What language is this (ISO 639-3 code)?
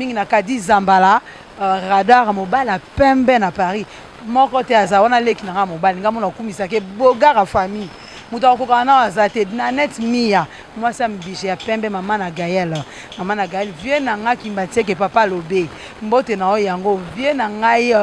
lin